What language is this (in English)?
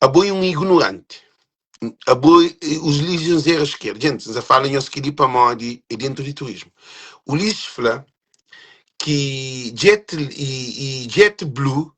Kabuverdianu